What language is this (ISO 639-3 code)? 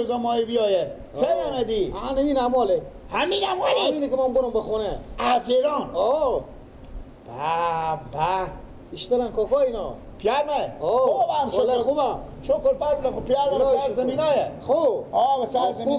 fas